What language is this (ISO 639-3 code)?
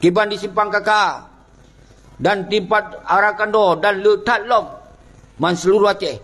ace